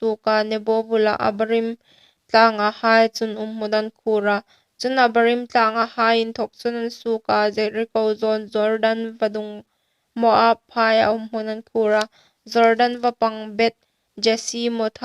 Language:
Hmar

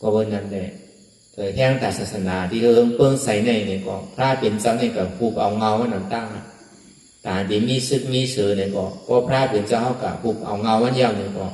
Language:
Shan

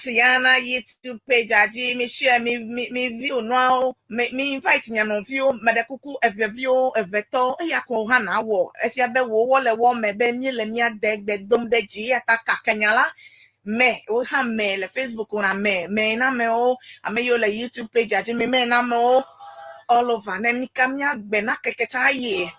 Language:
Ewe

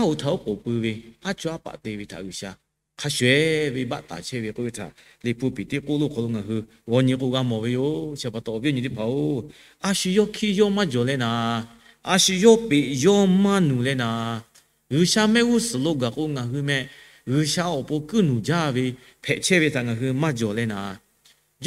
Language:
Lahu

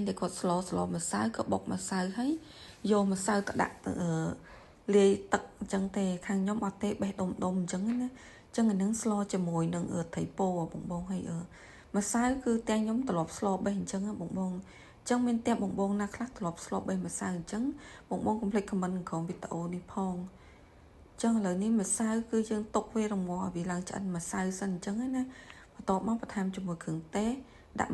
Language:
Khmer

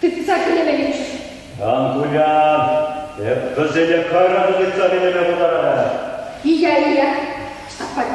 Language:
Chuvash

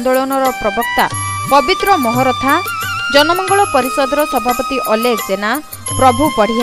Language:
Odia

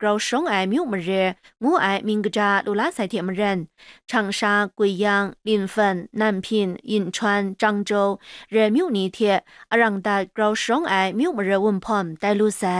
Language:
Kachin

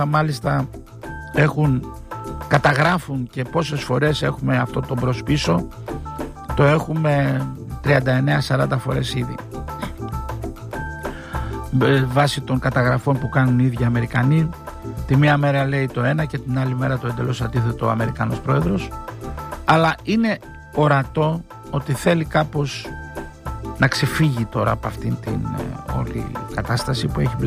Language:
Greek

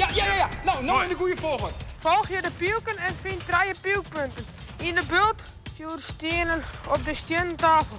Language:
Western Frisian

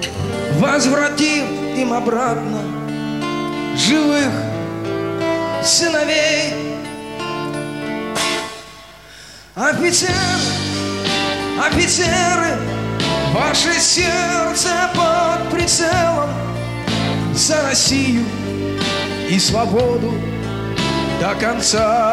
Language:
Russian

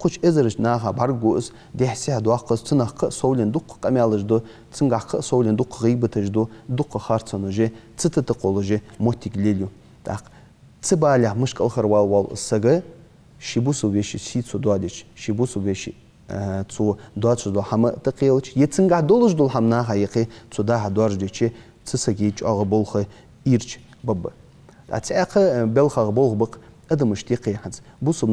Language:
Ingush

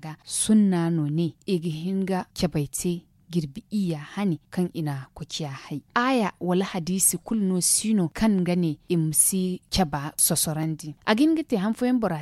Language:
Zarma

